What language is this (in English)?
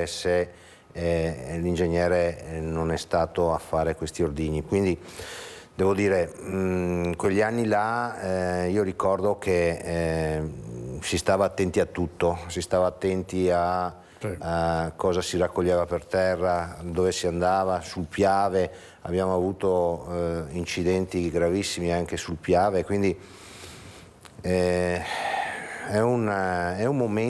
Italian